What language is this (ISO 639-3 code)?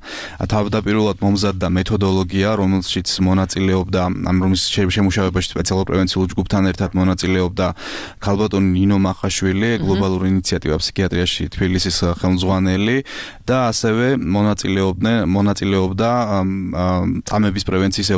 kat